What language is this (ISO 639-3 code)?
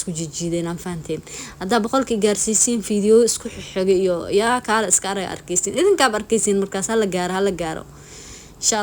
som